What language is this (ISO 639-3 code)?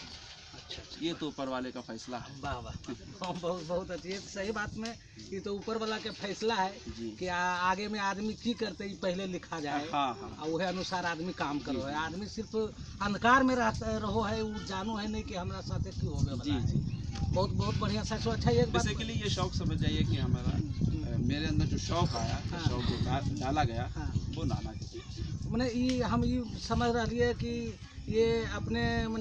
mag